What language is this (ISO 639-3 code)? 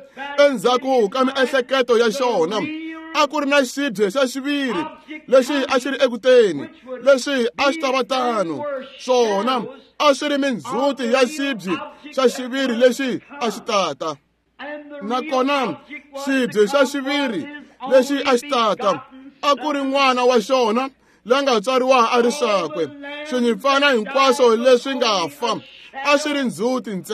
tso